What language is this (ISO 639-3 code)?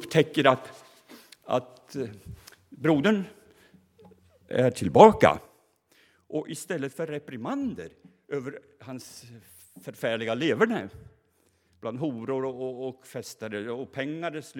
swe